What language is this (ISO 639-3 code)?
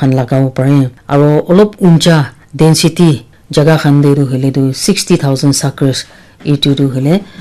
nag